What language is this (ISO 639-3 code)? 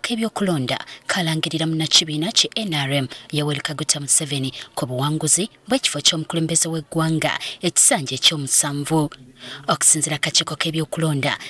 lug